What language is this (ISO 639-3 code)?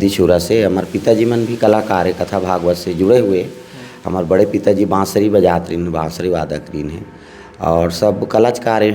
hne